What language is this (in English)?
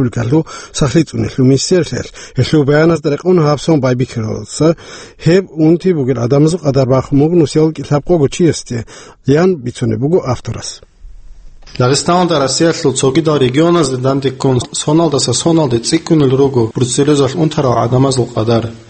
Avaric